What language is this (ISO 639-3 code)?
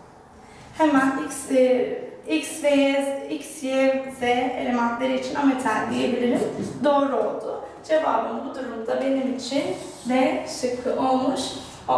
tur